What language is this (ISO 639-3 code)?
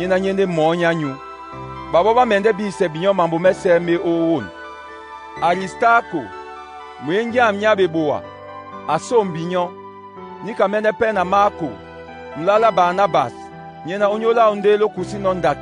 dua